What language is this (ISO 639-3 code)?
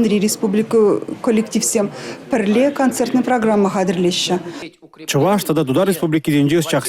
chv